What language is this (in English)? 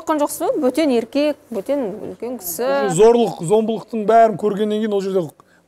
Kazakh